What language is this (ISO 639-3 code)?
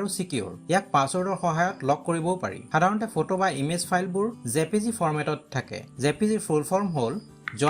asm